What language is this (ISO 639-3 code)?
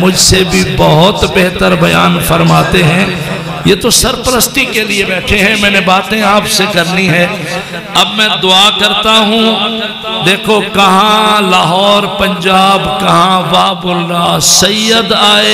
urd